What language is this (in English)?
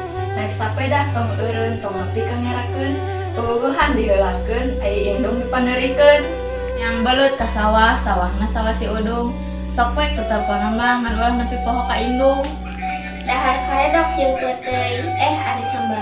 Sundanese